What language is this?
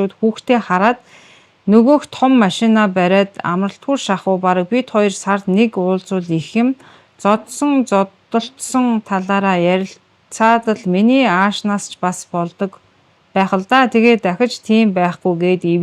Mongolian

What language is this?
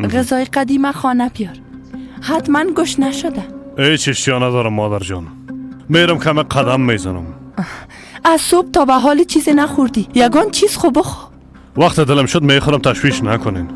Persian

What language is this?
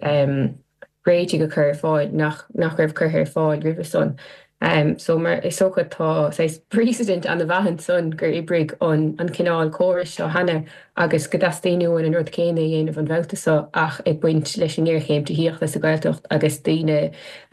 Irish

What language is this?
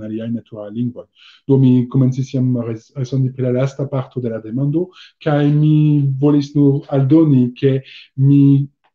Esperanto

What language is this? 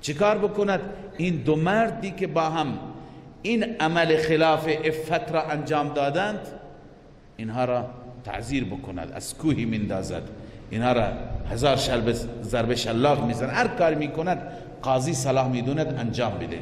Persian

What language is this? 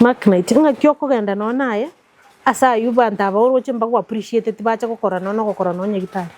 Gusii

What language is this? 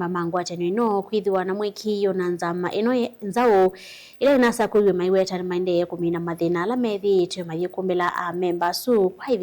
Kamba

